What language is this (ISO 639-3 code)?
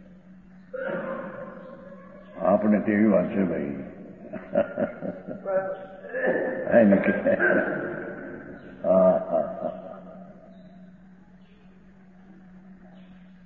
guj